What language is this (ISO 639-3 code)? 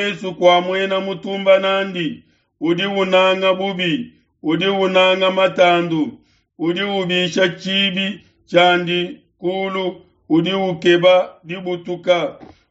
lua